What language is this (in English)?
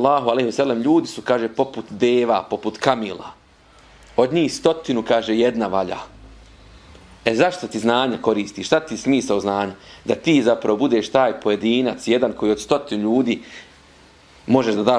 Bosnian